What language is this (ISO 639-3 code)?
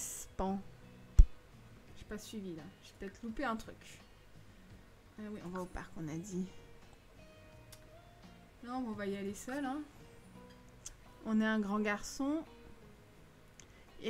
fra